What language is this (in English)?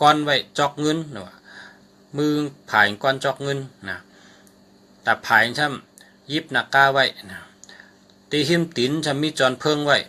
Shan